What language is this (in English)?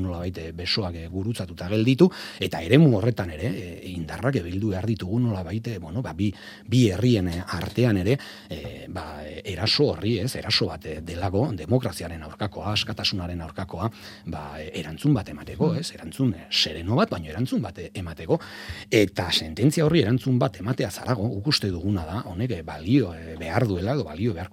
Basque